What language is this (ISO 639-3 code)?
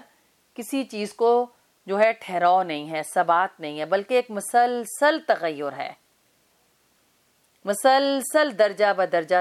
urd